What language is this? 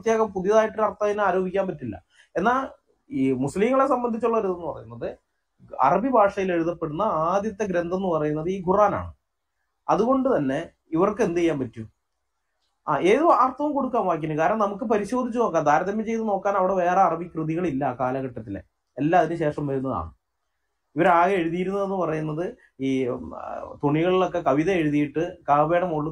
Malayalam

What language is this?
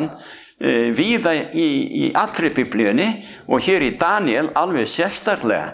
Icelandic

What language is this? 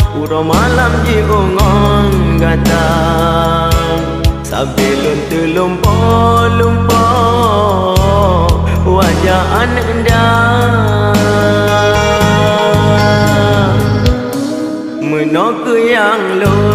Achinese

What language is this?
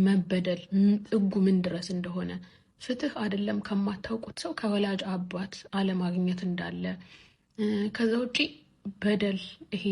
Amharic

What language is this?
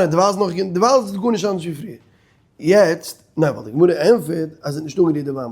Yiddish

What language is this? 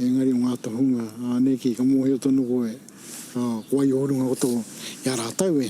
Māori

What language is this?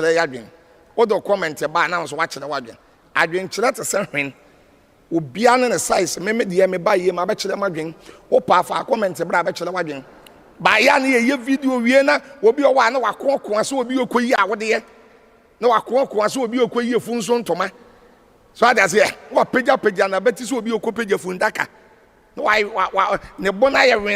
Akan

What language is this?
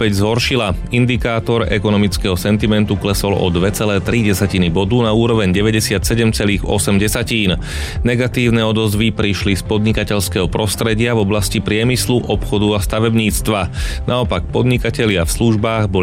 Slovak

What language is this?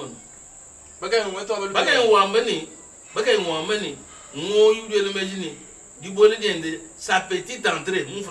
Luba-Lulua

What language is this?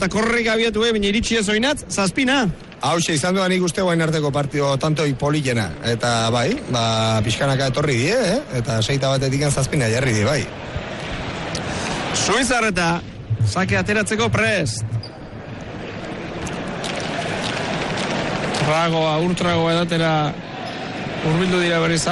Basque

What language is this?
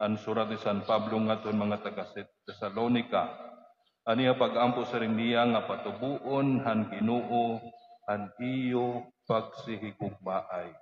Waray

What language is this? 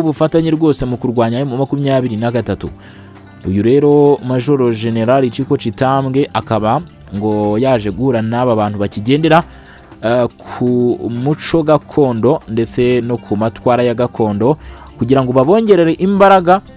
Kinyarwanda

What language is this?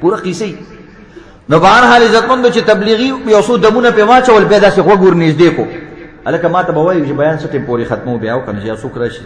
Pashto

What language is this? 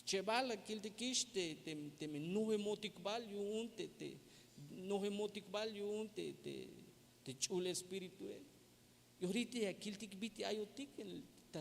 Tzeltal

